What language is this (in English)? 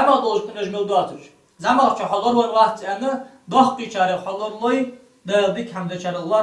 Ingush